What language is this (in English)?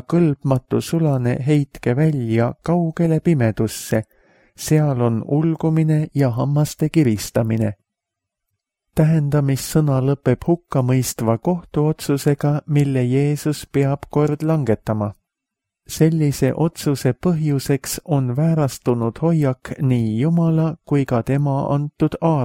Estonian